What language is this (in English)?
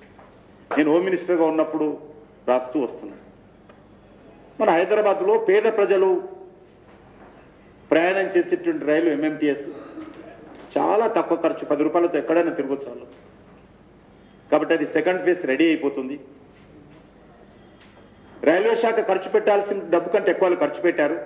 Telugu